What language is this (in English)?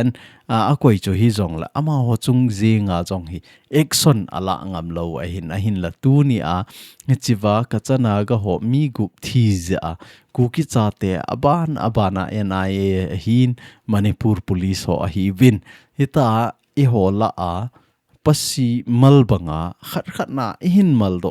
Thado Chin